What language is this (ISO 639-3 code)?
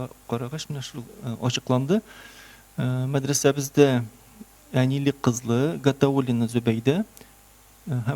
tat